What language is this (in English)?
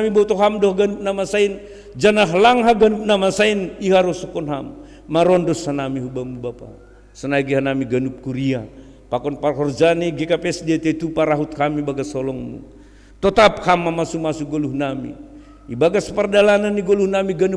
Batak Simalungun